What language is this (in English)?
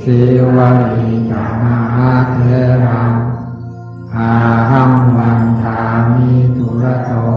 Pali